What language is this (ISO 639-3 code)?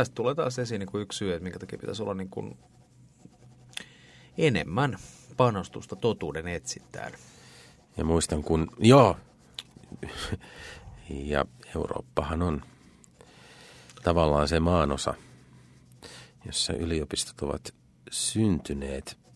fin